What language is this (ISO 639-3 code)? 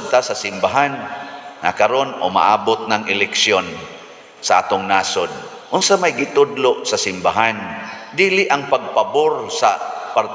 ceb